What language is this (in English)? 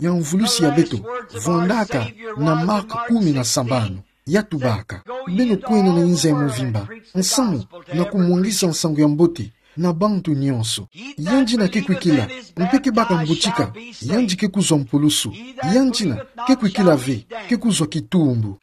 Kituba (Democratic Republic of Congo)